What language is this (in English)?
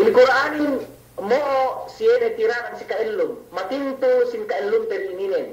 Yakan